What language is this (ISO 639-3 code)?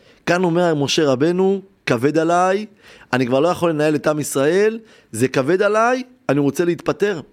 heb